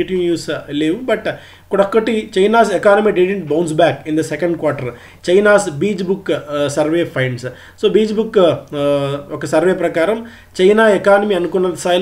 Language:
Telugu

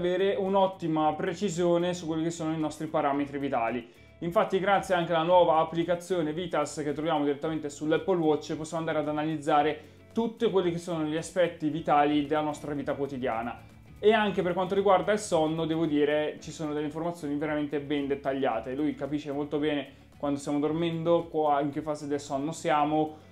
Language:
Italian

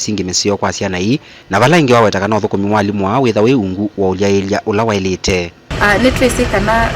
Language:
Kamba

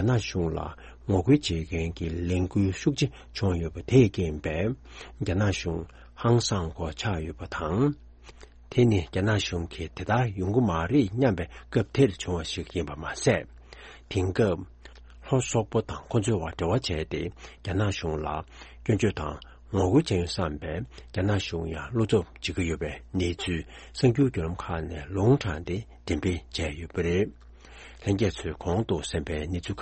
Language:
Tibetan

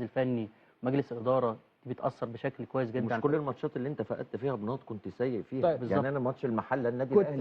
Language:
Egyptian Arabic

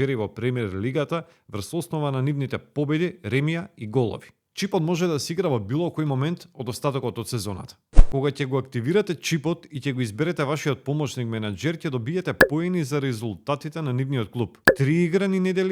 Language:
Macedonian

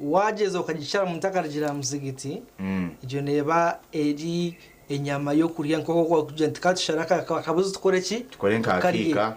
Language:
Nyankole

